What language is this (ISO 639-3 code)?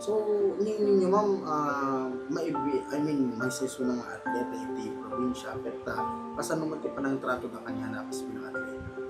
ilo